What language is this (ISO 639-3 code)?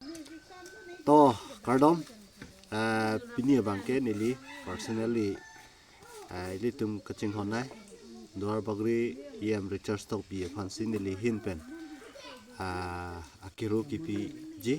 mjw